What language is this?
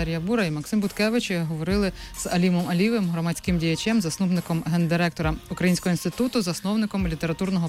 Ukrainian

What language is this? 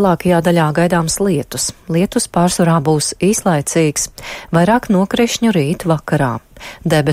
Latvian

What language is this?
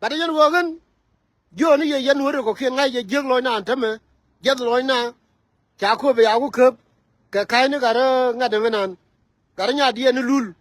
Nuer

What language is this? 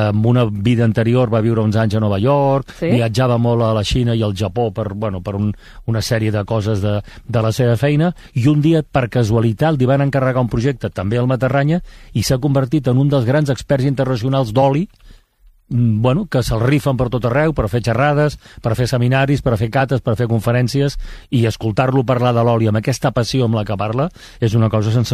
Catalan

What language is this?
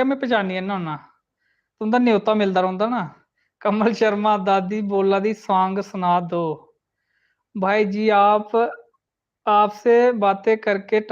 Dogri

